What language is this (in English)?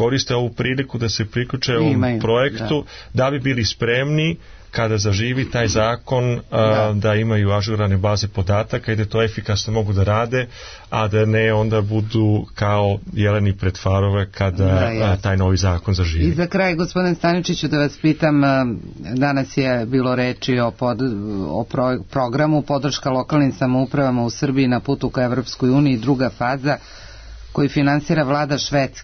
Serbian